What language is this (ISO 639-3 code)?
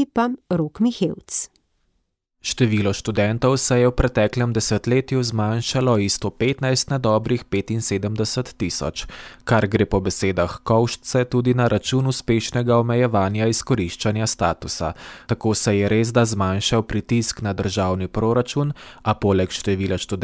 slv